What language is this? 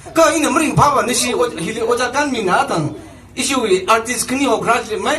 Tangkhul Naga (India)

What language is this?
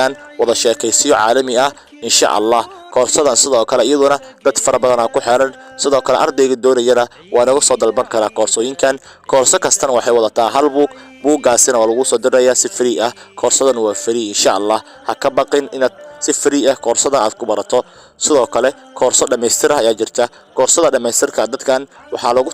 Somali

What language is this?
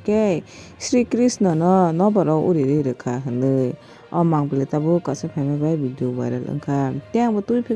Kok Borok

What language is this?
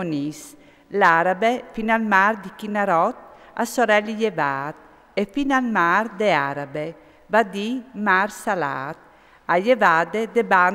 Friulian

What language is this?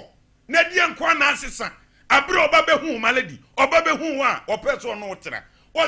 Akan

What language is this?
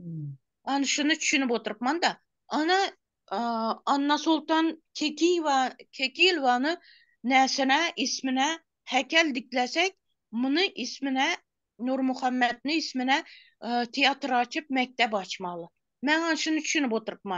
Turkmen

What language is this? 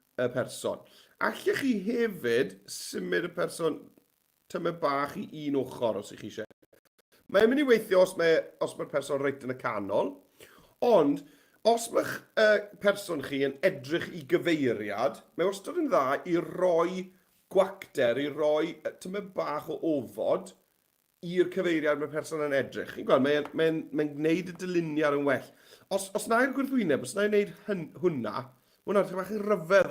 Welsh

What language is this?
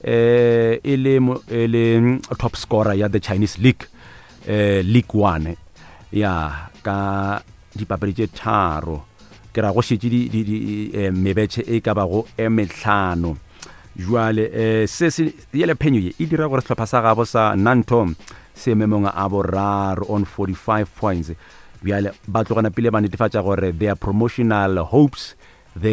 Northern Sotho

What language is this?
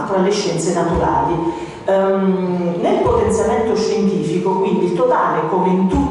Italian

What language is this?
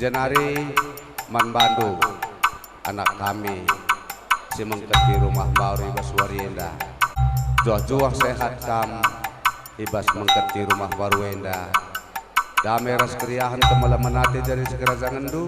Batak Karo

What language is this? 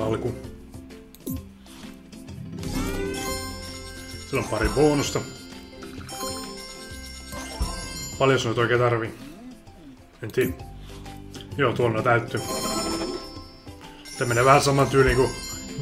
Finnish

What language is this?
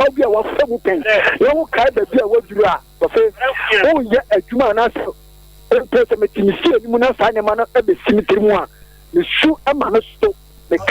Akan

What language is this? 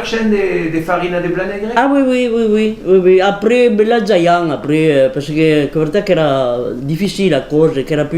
Occitan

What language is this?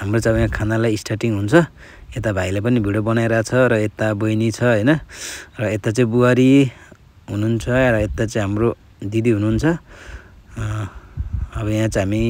Nepali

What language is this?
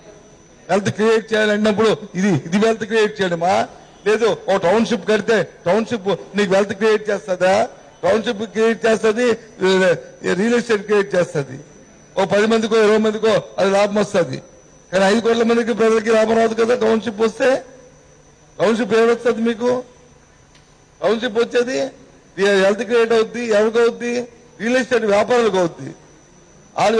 Telugu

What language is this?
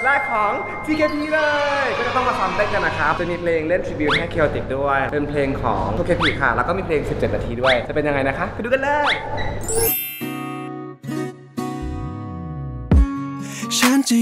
Thai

